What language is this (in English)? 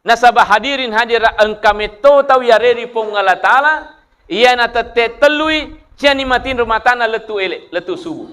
Buginese